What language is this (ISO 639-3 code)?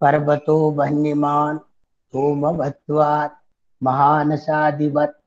san